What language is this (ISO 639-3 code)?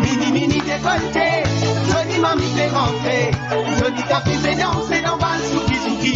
mfe